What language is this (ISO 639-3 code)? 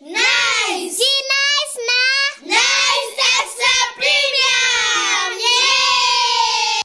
kik